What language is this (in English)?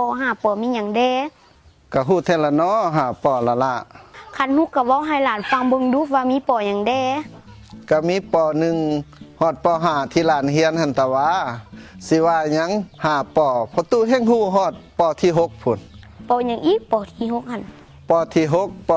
Lao